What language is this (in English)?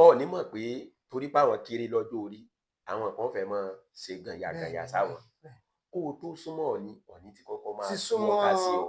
Yoruba